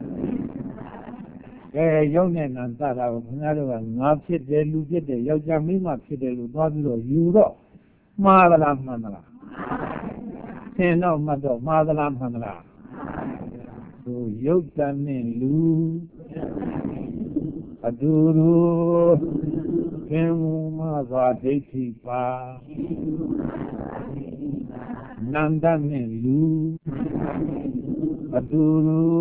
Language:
Burmese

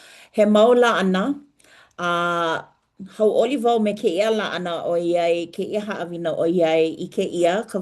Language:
Hawaiian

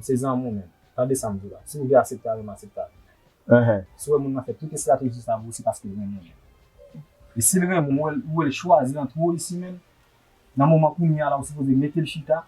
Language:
Haitian Creole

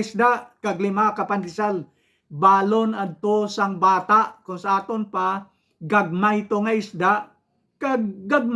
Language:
Hiligaynon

